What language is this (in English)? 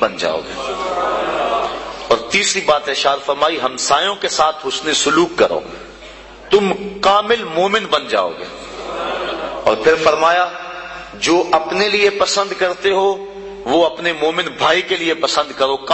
Urdu